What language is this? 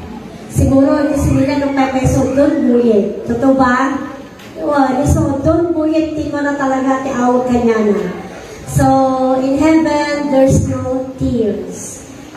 Iloko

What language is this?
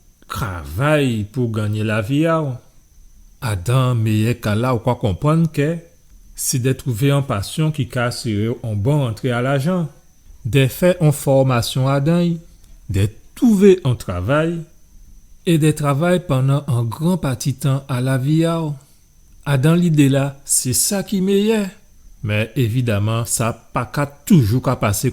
Guadeloupean Creole French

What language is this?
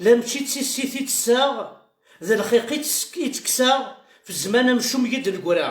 Kabyle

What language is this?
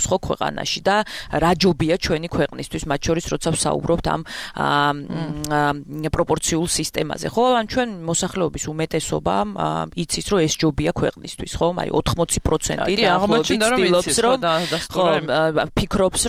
Georgian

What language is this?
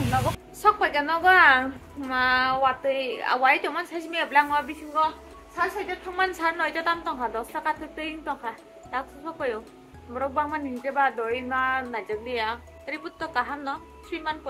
Kok Borok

